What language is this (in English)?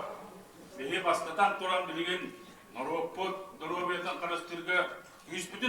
Yakut